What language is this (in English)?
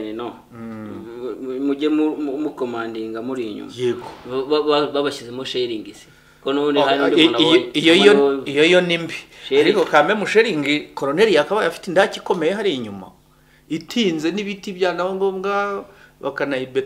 Kinyarwanda